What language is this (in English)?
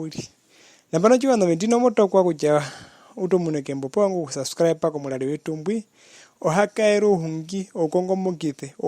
Herero